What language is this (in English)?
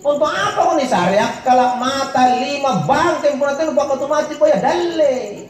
Makasar